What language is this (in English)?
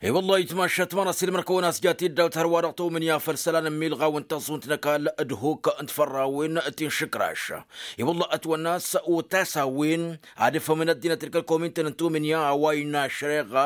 Tamasheq